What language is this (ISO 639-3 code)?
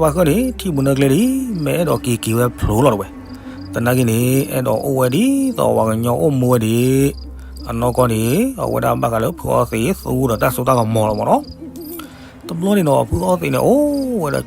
ksw